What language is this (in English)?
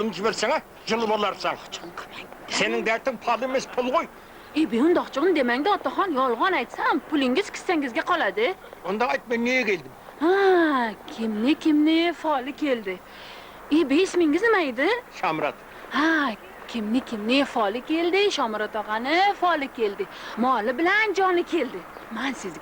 Kara-Kalpak